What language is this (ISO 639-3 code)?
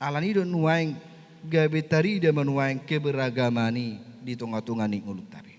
bbc